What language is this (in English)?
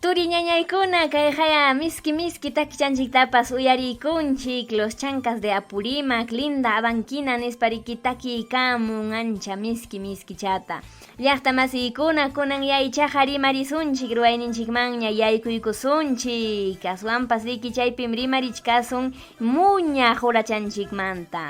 Ayacucho Quechua